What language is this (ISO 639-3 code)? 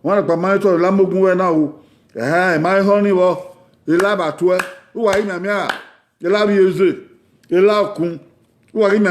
bin